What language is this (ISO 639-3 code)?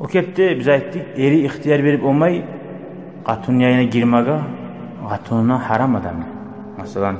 kum